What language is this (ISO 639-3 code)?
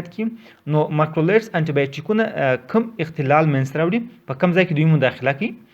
pus